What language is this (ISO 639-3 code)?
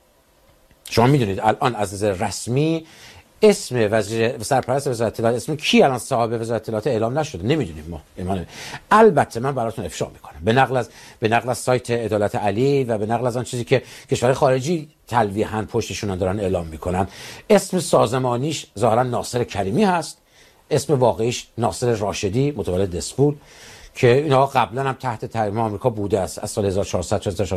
fas